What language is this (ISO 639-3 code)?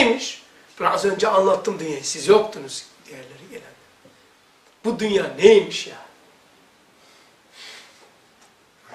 tur